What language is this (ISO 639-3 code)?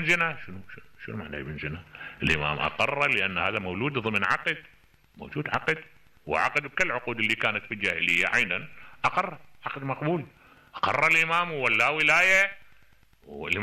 acm